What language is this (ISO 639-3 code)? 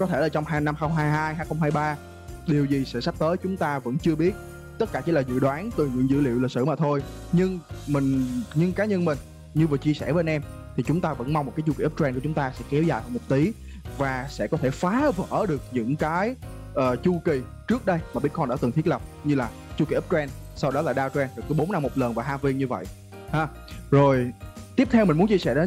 vie